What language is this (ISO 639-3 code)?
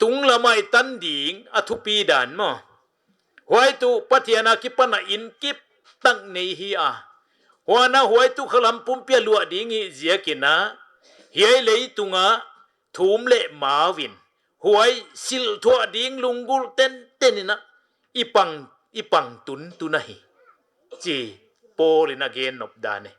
pck